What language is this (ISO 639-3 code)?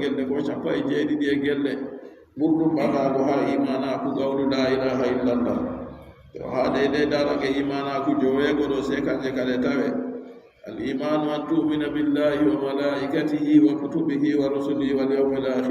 fub